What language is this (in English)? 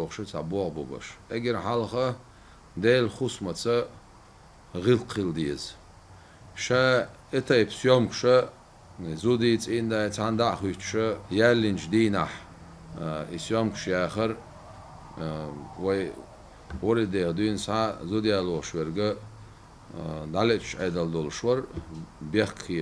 Chechen